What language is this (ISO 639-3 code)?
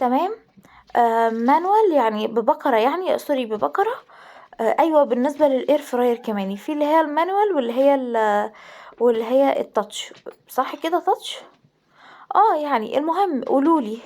arz